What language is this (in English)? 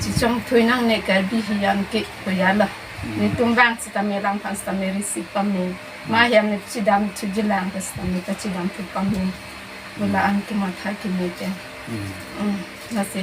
Karbi